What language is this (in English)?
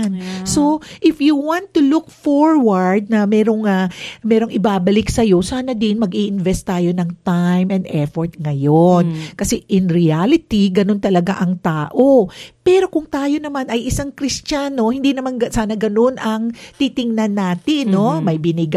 Filipino